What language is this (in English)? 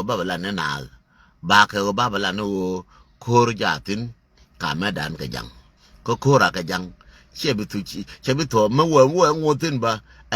Nuer